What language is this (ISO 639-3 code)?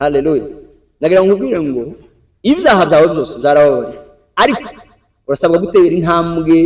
kin